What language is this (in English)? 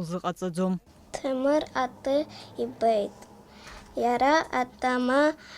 Abkhazian